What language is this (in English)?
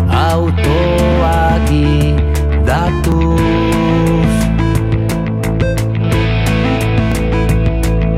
Basque